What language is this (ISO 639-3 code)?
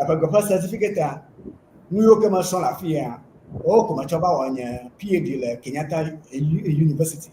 ewe